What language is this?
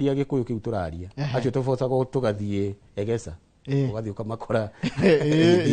Kikuyu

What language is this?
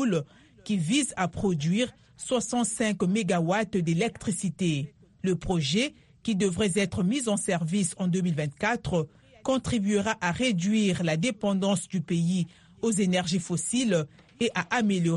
French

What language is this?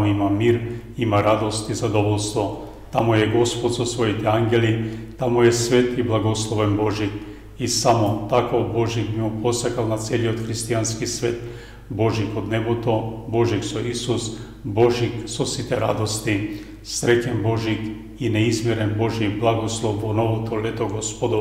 Macedonian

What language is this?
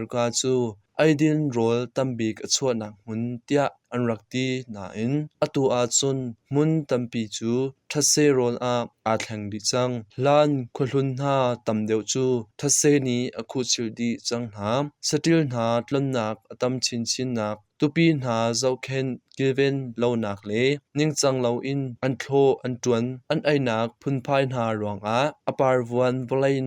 Hakha Chin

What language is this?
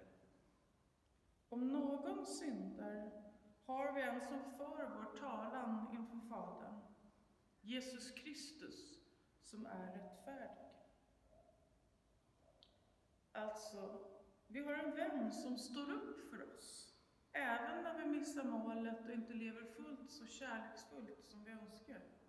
Swedish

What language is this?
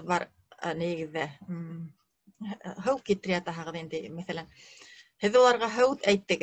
Bashkir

